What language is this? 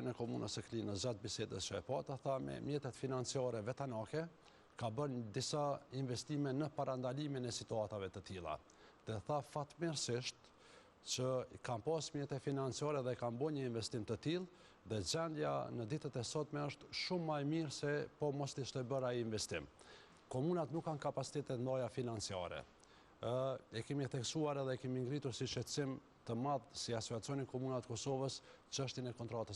Albanian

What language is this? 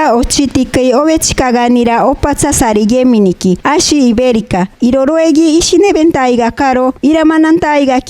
Machiguenga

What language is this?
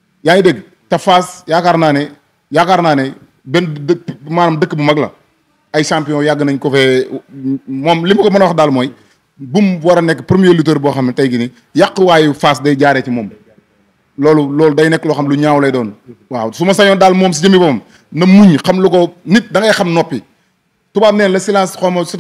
Wolof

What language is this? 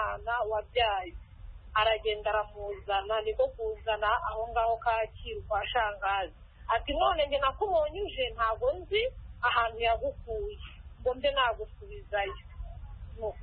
Kinyarwanda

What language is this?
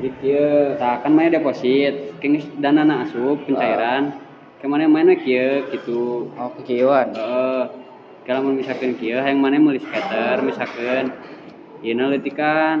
Sundanese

